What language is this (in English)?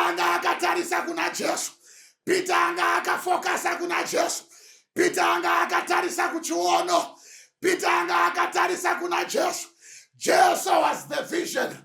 Shona